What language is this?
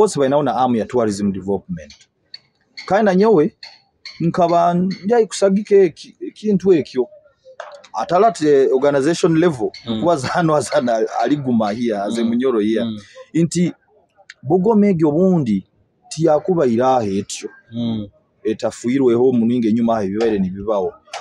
Nyoro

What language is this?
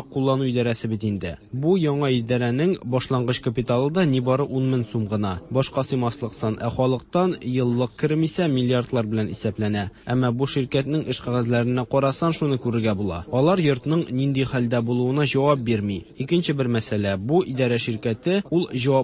Tatar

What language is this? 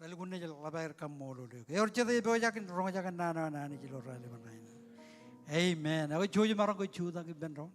Marshallese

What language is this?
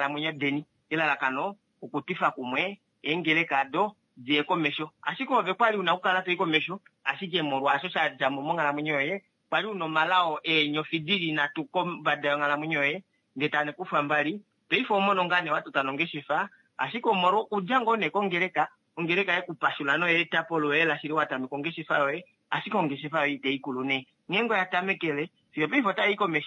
Kuanyama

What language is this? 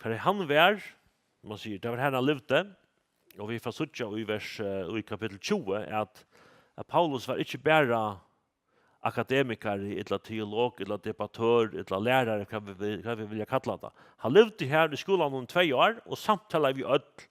Faroese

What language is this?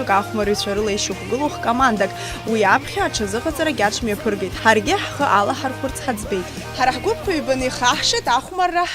Abkhazian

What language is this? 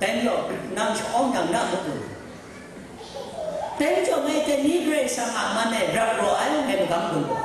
Kachin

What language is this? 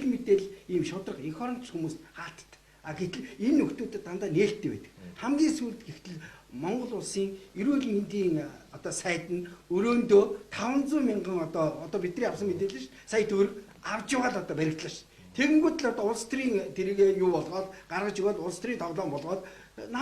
Mongolian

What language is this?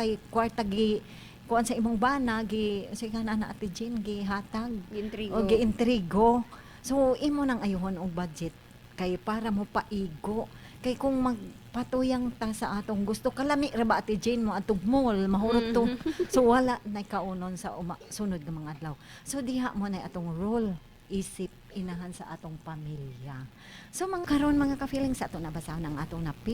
Cebuano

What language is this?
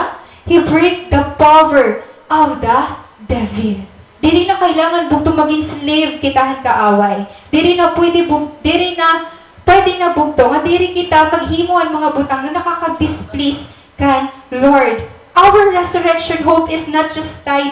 Waray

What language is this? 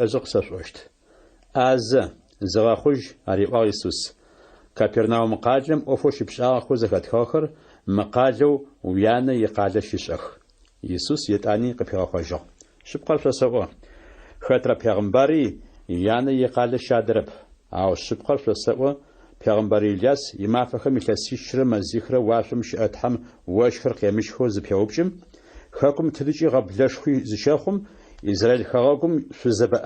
Adyghe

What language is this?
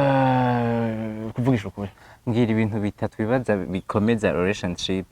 Rundi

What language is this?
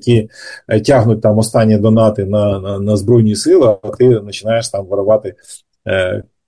Ukrainian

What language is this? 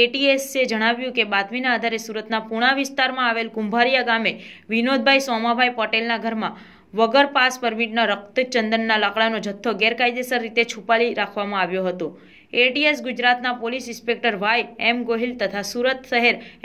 Gujarati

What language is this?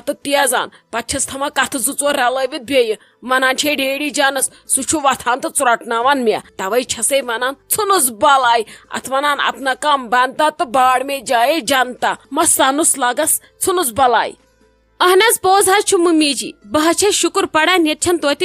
Kashmiri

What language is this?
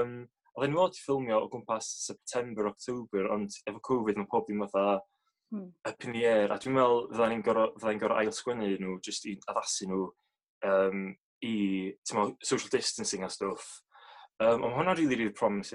Welsh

